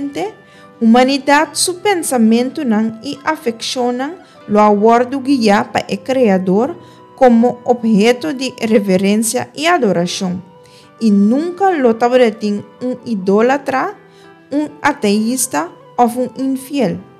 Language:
Papiamento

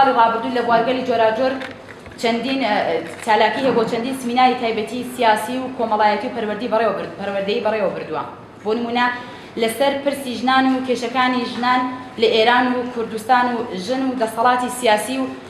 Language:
Central Kurdish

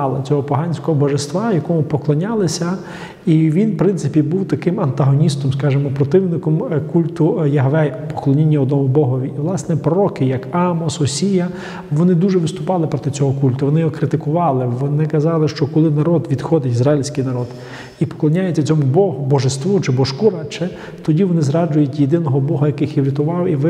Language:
Ukrainian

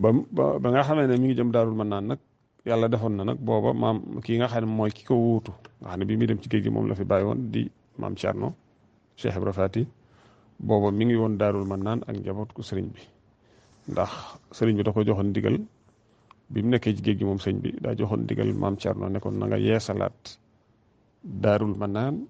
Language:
Wolof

